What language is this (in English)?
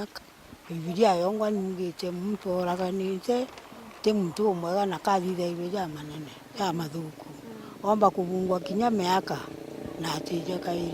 Meru